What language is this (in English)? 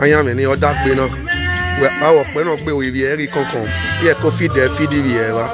Nigerian Pidgin